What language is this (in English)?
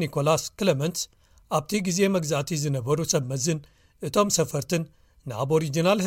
Tigrinya